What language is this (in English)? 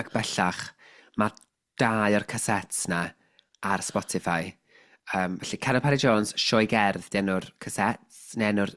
Welsh